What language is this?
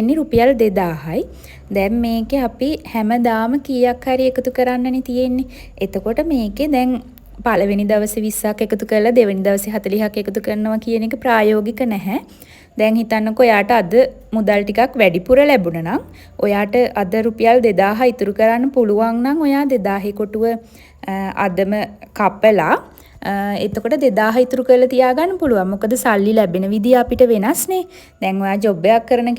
Sinhala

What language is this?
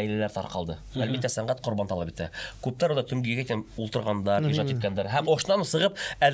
Bashkir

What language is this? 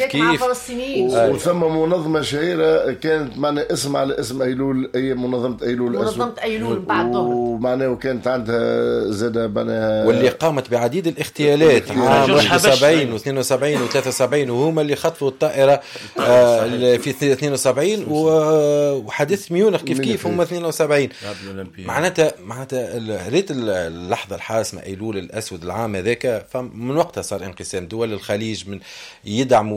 Tunisian Arabic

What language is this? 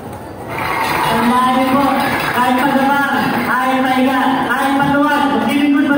Filipino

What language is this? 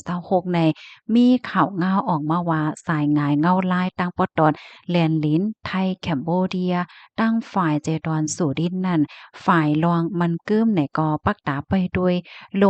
Shan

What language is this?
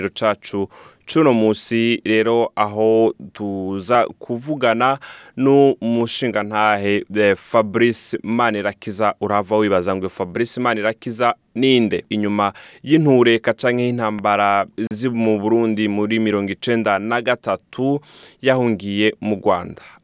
Rundi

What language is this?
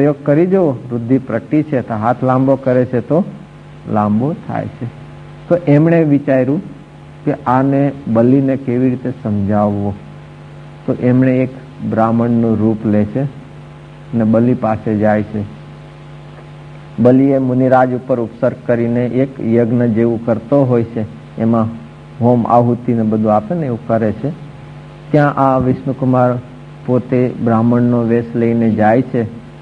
Gujarati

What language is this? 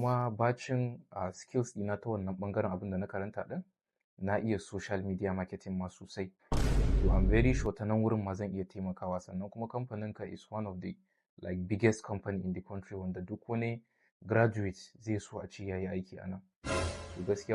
Hausa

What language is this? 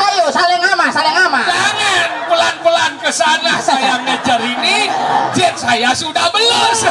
Balinese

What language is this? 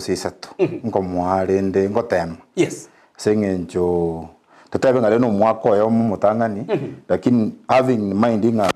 Gusii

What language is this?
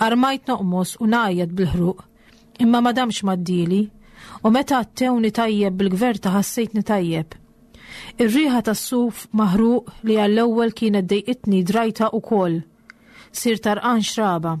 Maltese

